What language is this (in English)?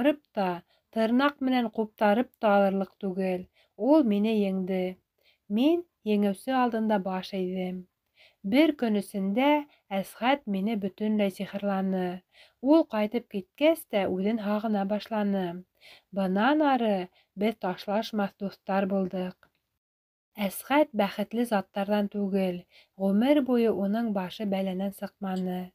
Bashkir